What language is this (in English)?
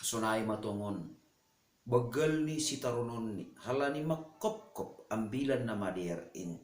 Batak Simalungun